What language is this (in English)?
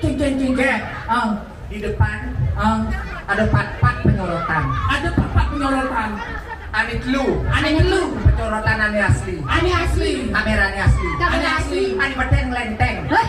Balinese